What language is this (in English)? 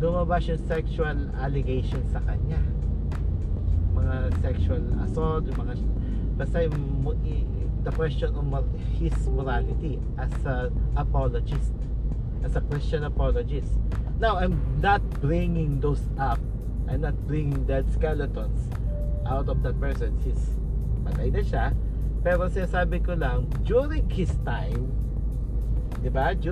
Filipino